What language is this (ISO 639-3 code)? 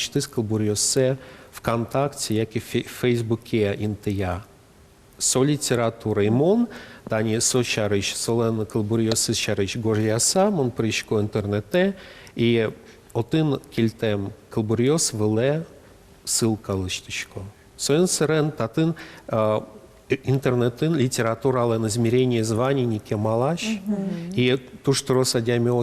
udm